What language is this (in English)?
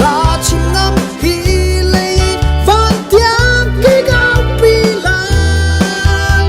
Hakha Chin